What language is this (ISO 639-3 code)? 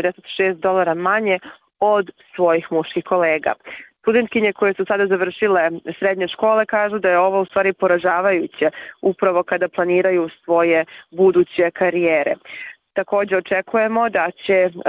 srp